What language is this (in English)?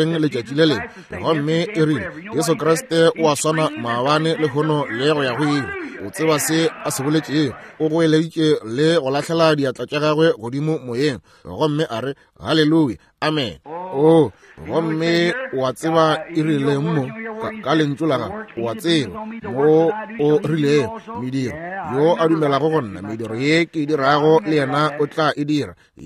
Northern Sotho